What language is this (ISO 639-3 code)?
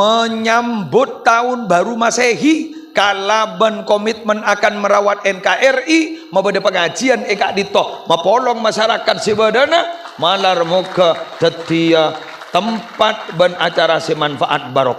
mad